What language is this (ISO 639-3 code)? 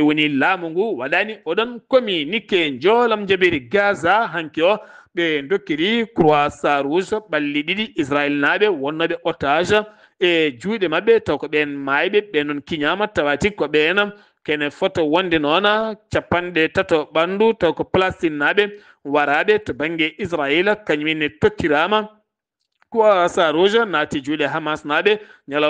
ful